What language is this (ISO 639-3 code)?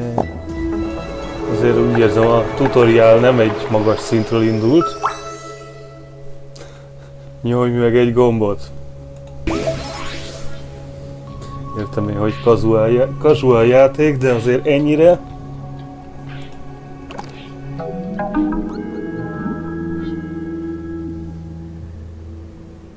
hun